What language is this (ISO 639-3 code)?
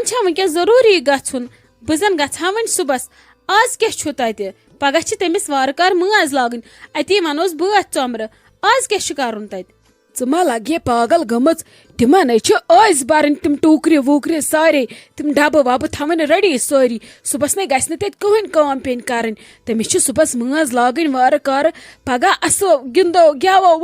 kas